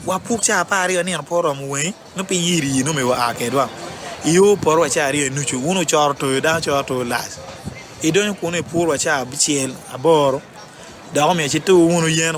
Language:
Acoli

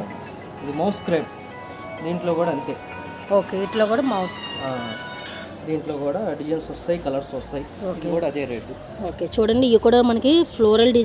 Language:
Telugu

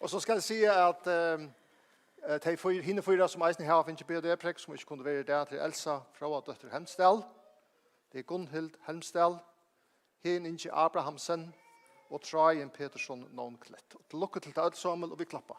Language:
Faroese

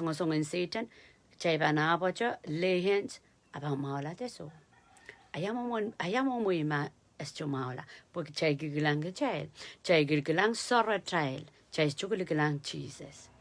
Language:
Pohnpeian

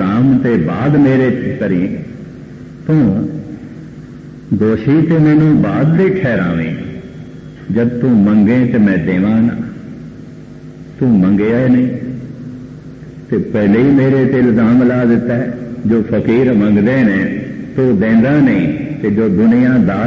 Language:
Punjabi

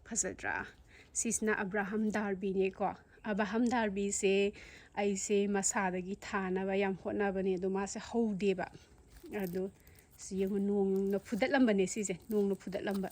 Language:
Manipuri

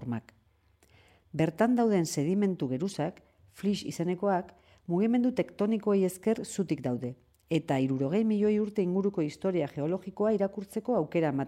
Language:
Basque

